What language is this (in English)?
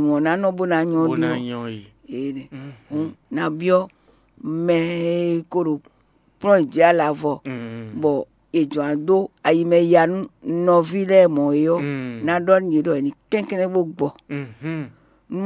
Fon